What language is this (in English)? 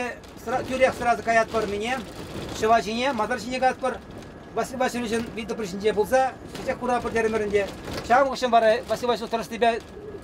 Chuvash